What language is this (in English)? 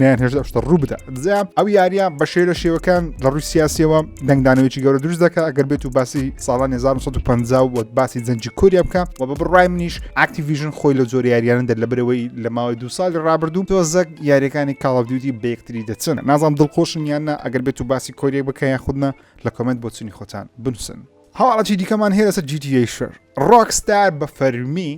Central Kurdish